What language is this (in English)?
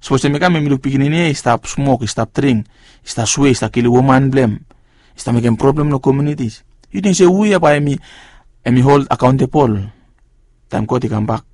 Bislama